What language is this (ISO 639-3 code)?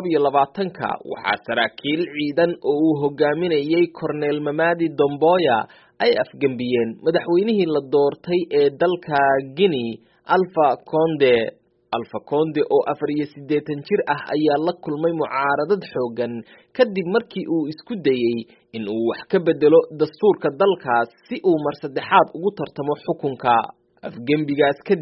som